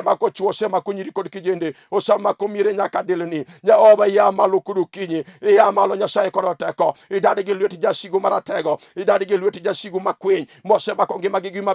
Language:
Luo (Kenya and Tanzania)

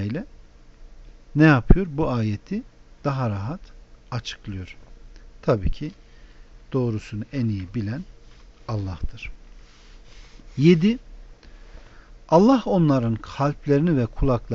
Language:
Turkish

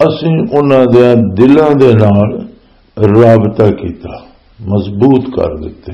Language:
Western Panjabi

